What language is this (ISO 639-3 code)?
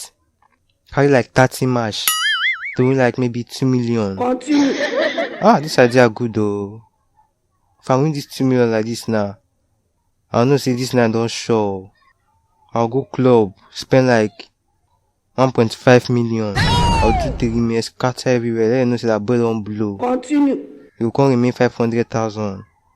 pcm